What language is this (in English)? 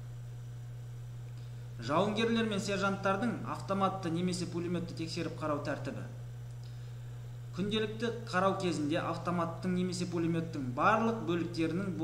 Kazakh